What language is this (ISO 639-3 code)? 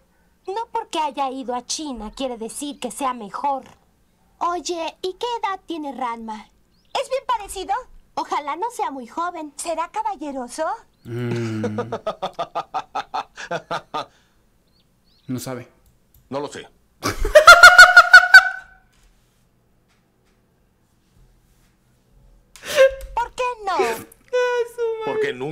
spa